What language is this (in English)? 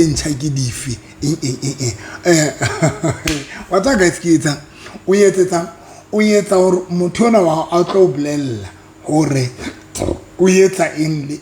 Southern Sotho